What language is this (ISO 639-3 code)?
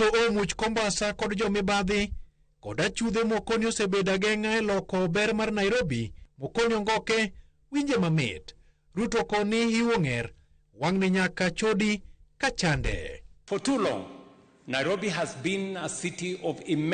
luo